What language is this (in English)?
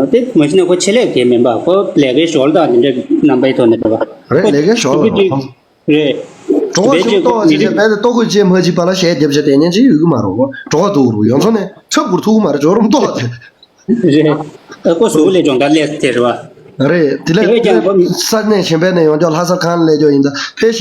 Tibetan